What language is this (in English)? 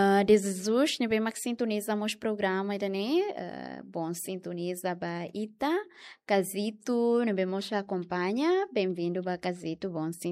Tetum